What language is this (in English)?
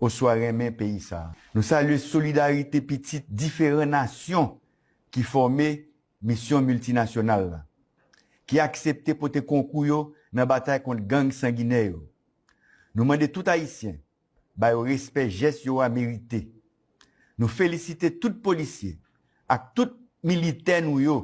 Haitian Creole